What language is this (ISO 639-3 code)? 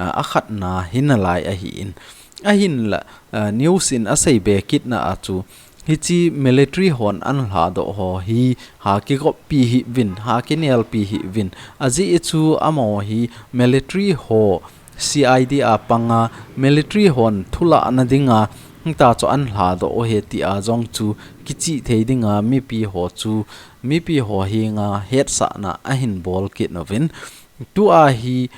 tcz